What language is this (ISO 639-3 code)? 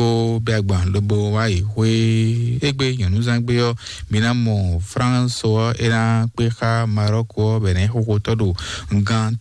fon